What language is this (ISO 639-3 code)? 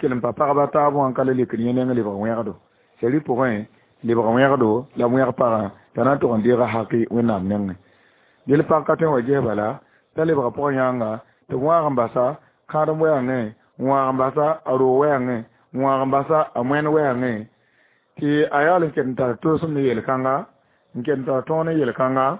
mos